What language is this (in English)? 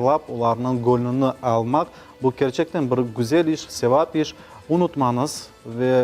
Crimean Tatar